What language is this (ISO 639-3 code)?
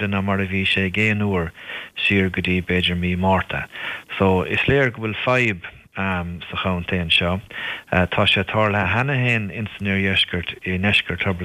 gle